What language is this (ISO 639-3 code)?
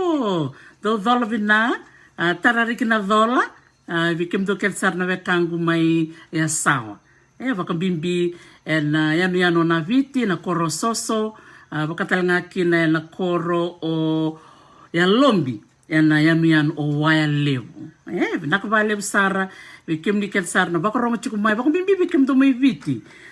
fij